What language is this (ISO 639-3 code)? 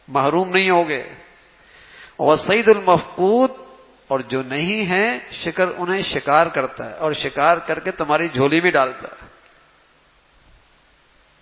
urd